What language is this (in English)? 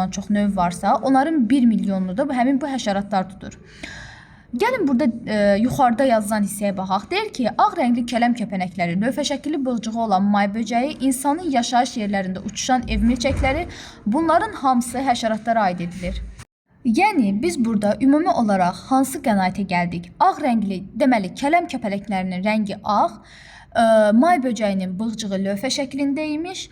Azerbaijani